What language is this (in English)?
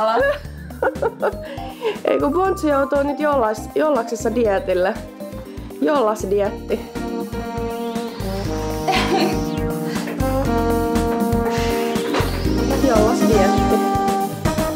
Finnish